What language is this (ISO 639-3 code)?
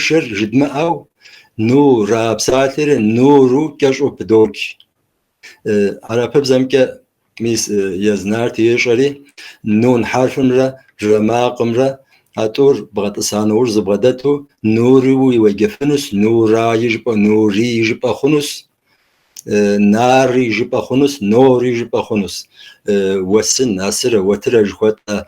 kbd